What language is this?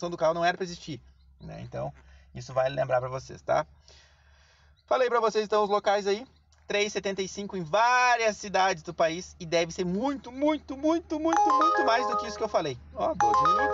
Portuguese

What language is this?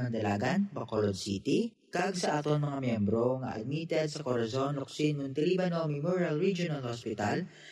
Hiligaynon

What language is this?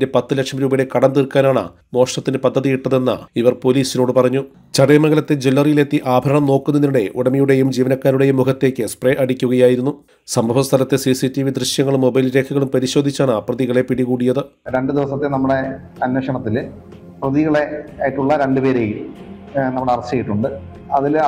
Malayalam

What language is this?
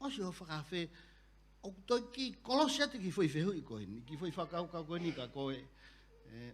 Tongan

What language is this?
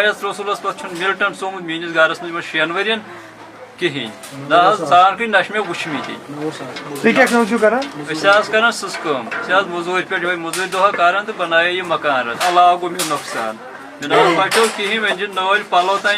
Kashmiri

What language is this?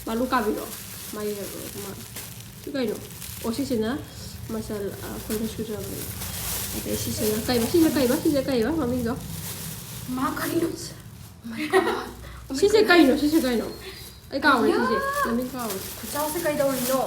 Manipuri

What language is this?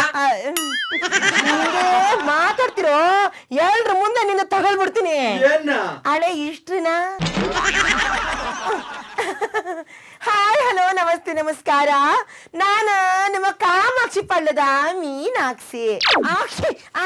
Kannada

